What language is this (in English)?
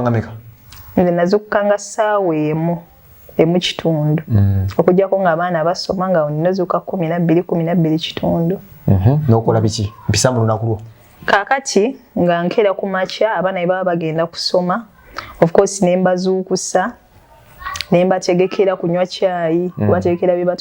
Ganda